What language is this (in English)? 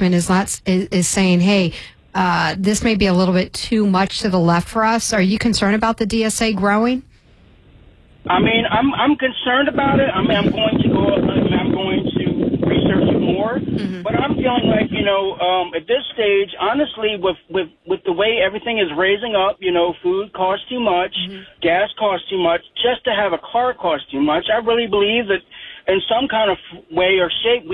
English